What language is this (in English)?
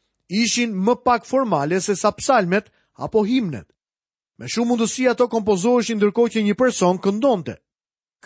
Albanian